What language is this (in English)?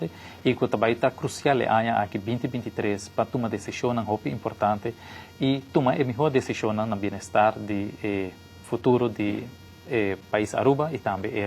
Papiamento